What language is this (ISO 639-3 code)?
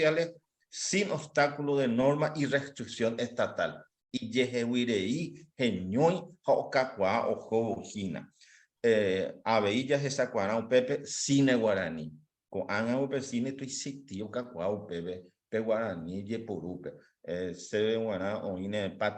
grn